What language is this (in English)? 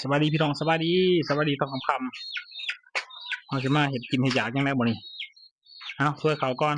Northeastern Thai